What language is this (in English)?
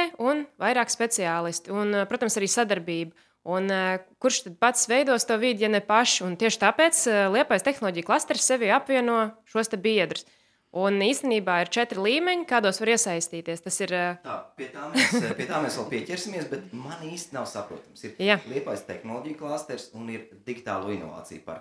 Latvian